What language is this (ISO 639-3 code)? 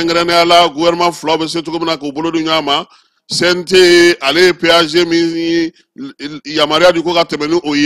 bam